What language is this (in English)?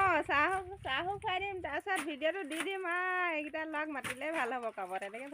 Assamese